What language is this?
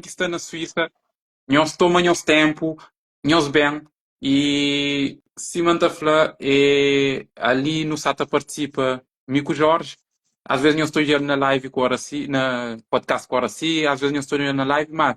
Kabuverdianu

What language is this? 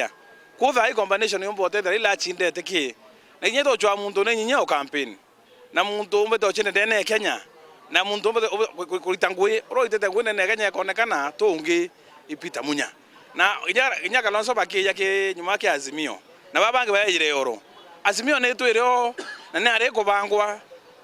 Meru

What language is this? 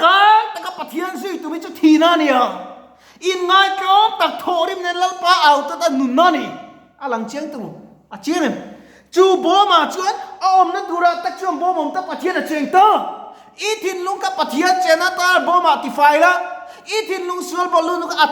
Mizo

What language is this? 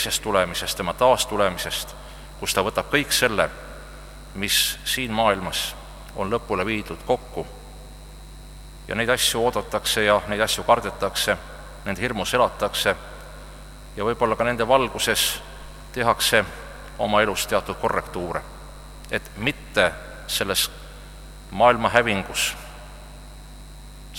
Estonian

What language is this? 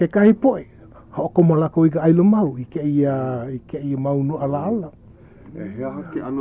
Hawaiian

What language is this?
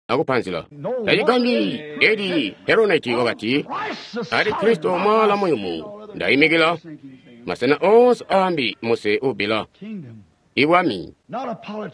Tonga (Zambia)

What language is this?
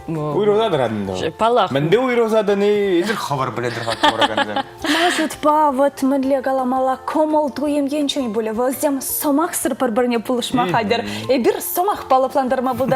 Chuvash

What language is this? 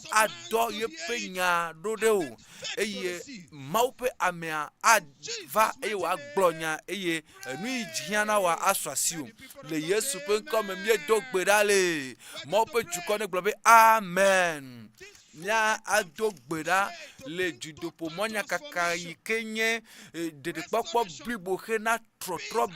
Ewe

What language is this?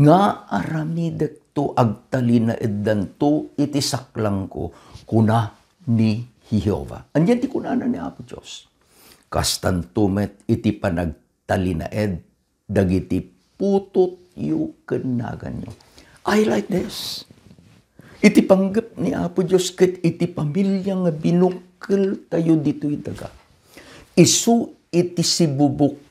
Iloko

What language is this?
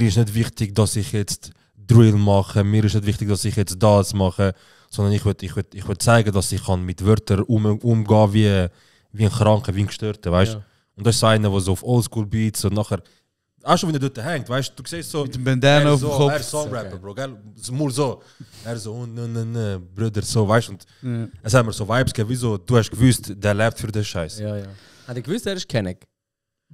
Swiss German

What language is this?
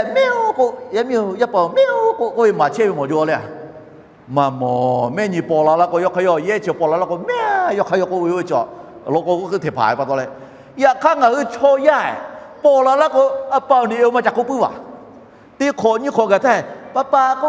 Lahu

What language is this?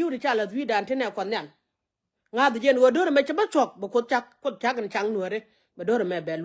Nuer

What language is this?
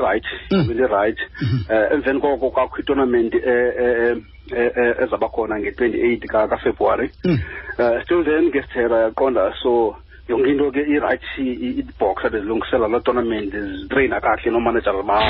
Xhosa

